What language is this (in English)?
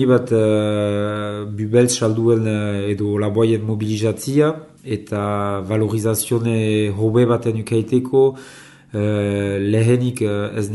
Basque